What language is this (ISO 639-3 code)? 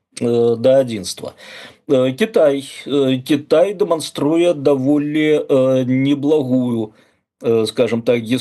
bel